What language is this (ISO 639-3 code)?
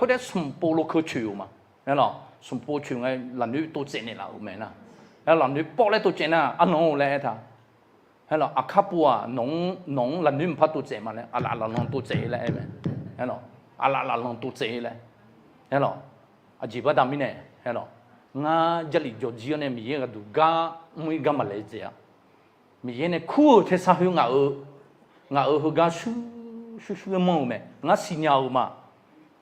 ahk